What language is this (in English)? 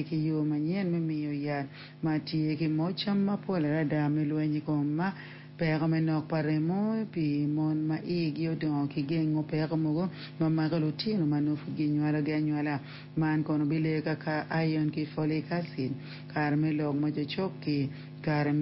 Acoli